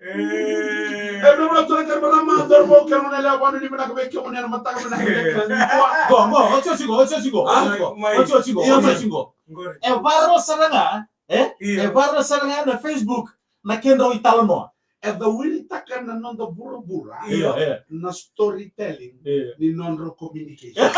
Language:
Fijian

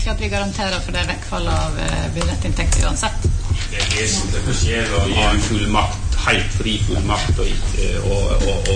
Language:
Norwegian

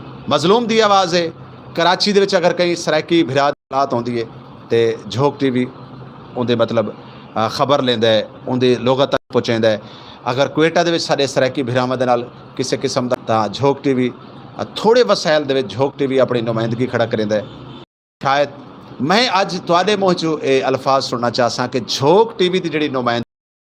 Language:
Saraiki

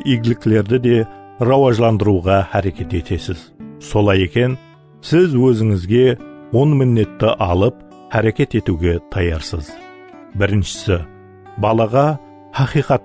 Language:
Kara-Kalpak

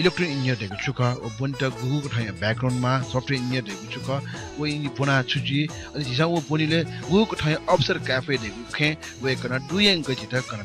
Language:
Newari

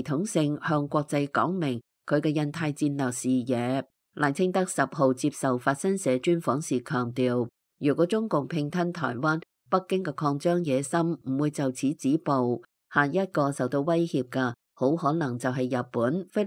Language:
Cantonese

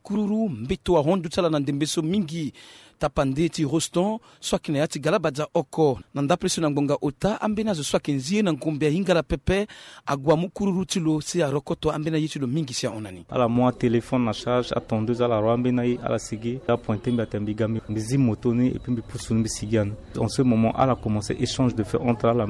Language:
Sango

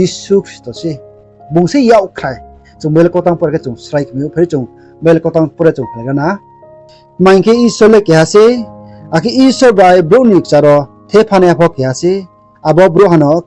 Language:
Riang (India)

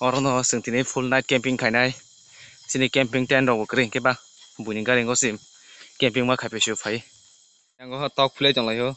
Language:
Kok Borok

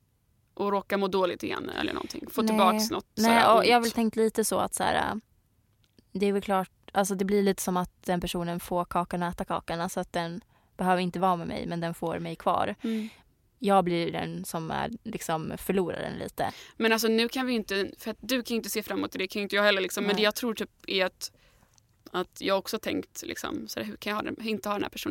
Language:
Swedish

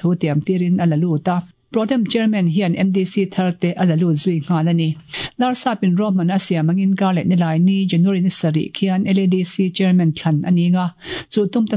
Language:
Mizo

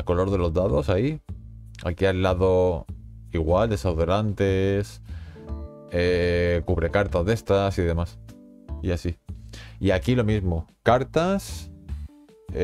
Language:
Spanish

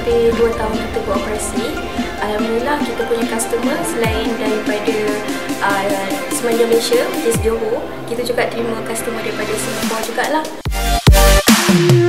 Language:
Malay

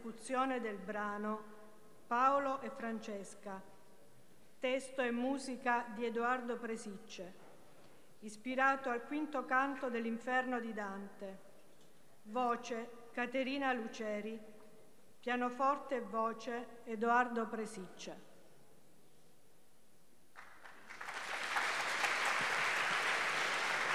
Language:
Italian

